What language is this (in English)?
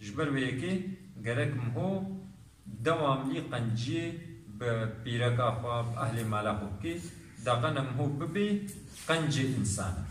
Kurdish